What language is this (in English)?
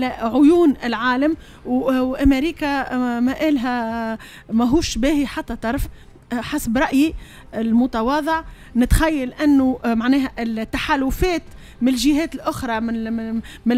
Tunisian Arabic